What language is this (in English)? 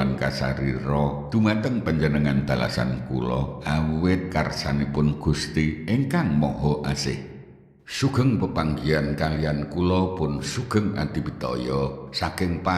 Javanese